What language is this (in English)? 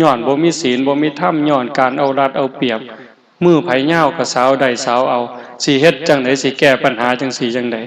Northeastern Thai